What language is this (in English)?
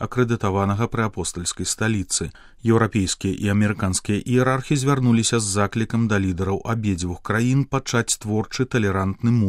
Belarusian